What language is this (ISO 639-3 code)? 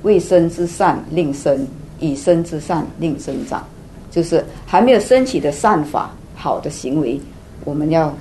zho